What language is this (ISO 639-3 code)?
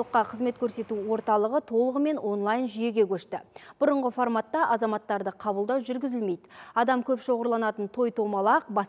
kaz